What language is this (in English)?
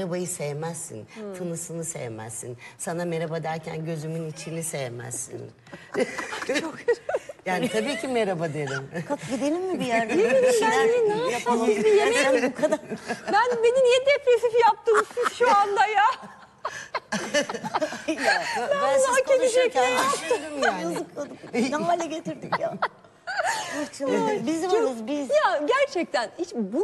Turkish